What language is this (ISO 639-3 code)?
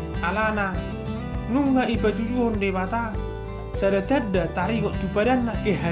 bbc